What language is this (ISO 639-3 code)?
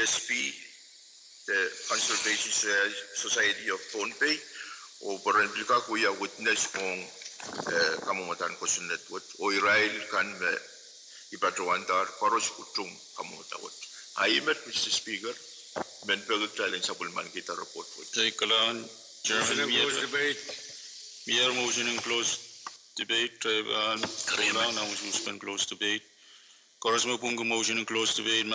pon